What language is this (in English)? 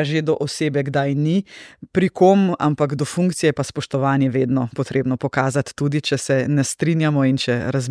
Slovenian